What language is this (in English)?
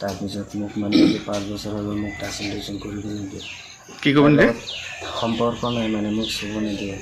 Assamese